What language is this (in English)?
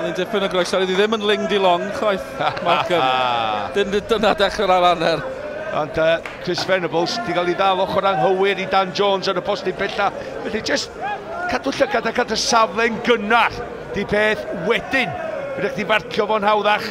Welsh